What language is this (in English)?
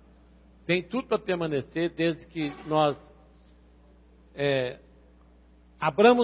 Portuguese